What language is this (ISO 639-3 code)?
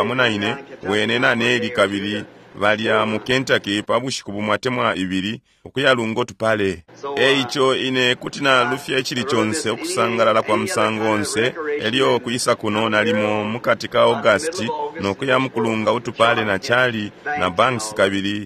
bem